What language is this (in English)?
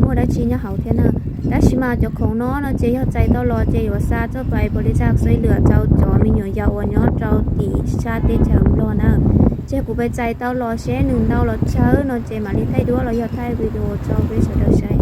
Hmong